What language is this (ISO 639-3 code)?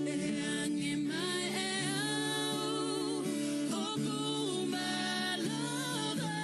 ton